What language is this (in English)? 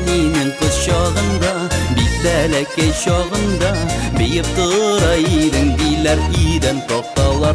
Bashkir